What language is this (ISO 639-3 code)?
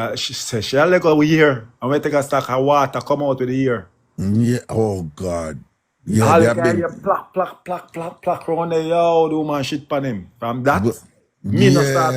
jam